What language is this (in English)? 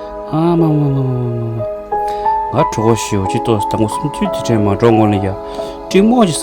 Tibetan